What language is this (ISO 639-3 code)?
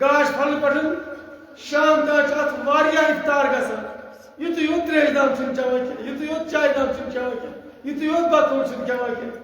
kas